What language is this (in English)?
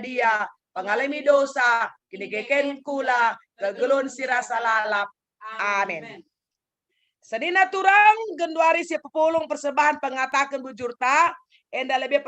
Batak Karo